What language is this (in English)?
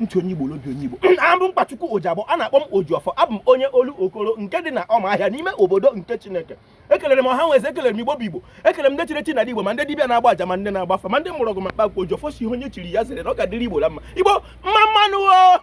Igbo